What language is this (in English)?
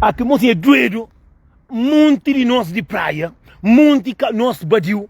Kabuverdianu